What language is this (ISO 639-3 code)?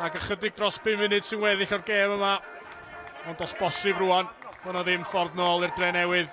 cym